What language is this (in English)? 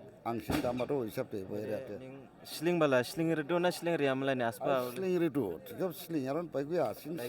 Dimasa